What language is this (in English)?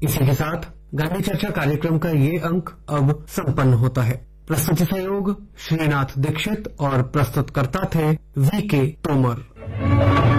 Hindi